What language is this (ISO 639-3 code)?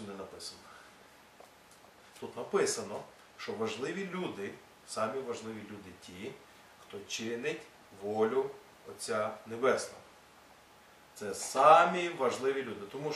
ukr